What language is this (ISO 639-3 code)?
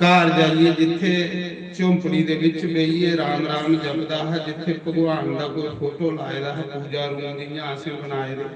doi